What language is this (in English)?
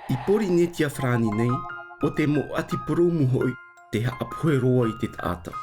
Tahitian